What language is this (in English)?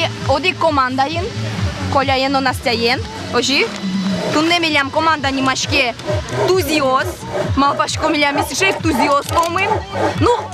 Udmurt